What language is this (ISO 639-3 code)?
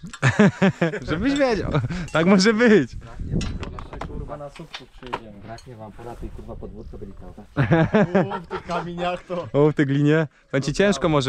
pol